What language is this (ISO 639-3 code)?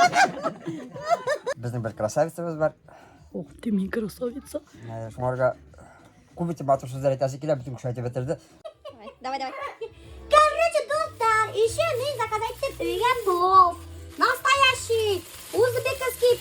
bak